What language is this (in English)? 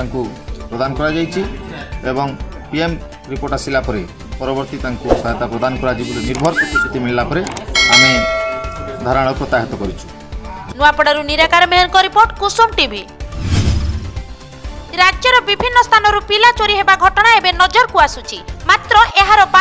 Odia